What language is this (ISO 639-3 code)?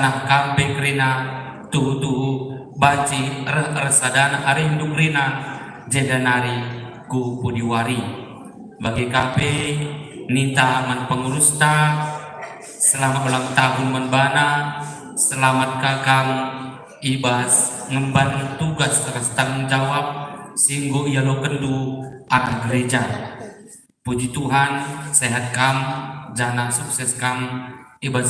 btx